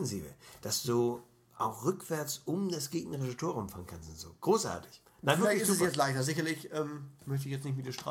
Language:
German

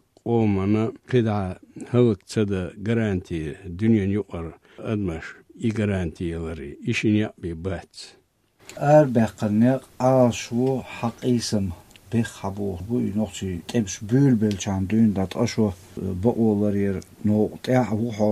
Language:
Chechen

